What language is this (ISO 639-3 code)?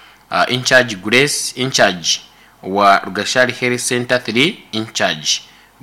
nyn